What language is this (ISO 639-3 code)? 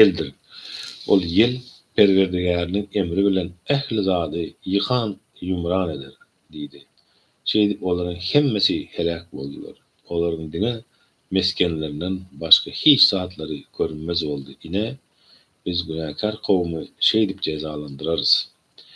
tuk